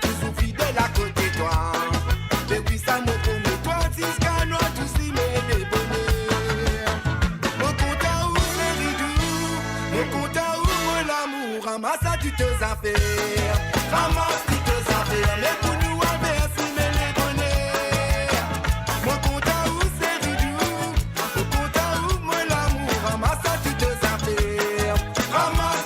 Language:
Morisyen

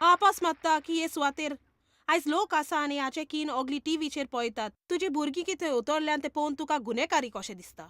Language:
Konkani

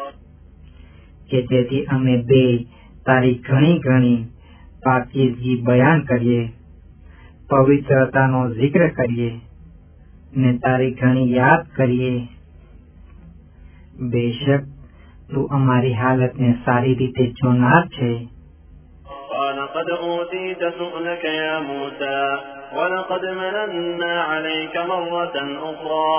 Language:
Gujarati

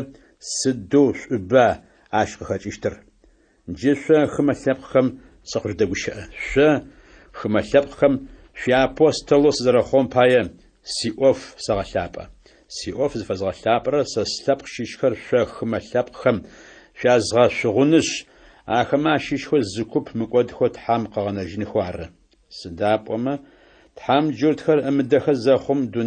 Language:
Adyghe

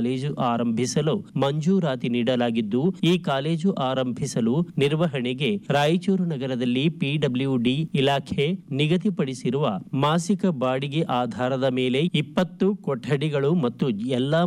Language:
Kannada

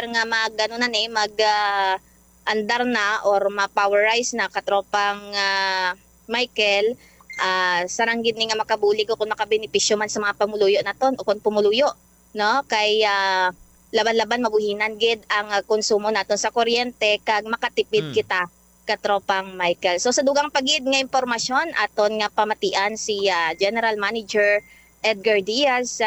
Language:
Hiligaynon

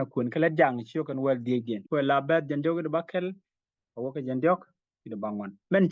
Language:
Nuer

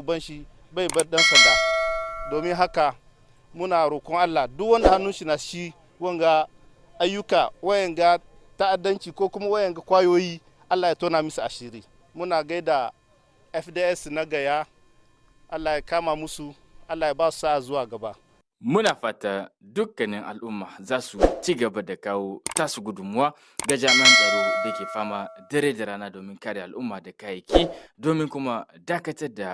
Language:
Hausa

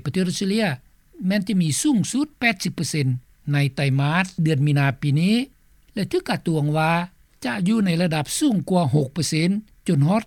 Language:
Lao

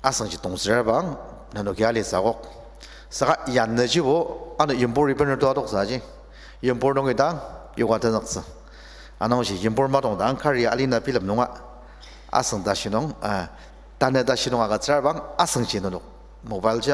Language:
Ao Naga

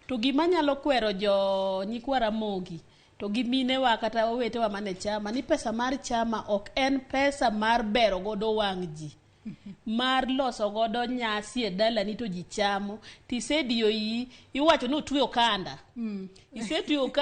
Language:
Luo (Kenya and Tanzania)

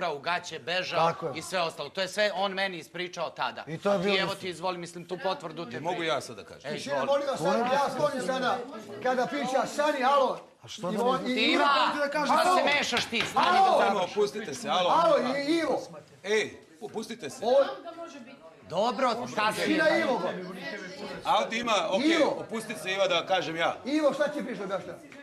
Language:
Serbian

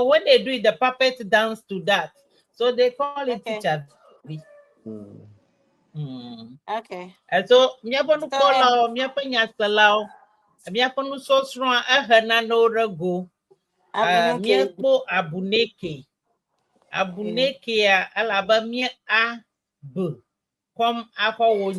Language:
Ewe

